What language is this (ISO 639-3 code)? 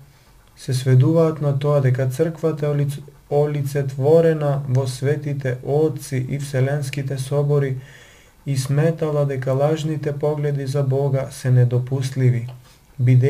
mkd